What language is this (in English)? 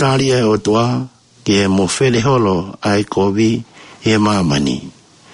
Tongan